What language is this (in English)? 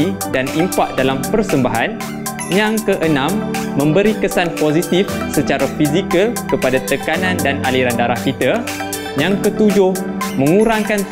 Malay